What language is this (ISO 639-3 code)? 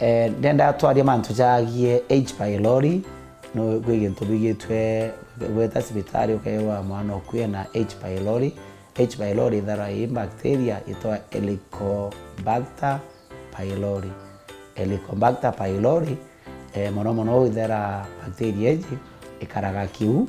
mer